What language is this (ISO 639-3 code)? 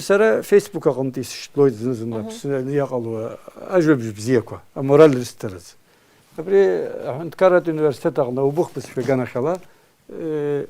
abk